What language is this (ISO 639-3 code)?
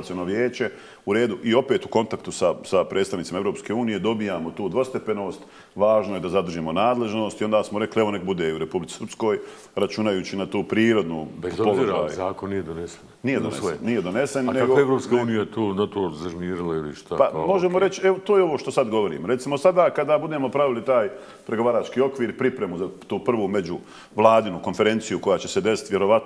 bos